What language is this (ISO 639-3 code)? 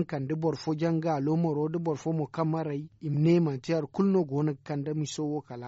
dje